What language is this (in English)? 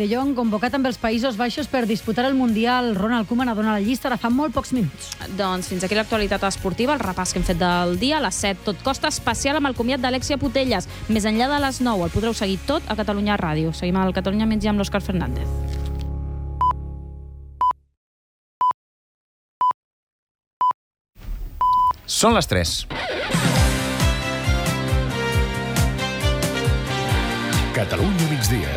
Catalan